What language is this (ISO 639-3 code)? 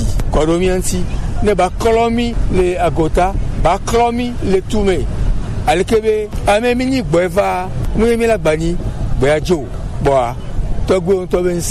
gej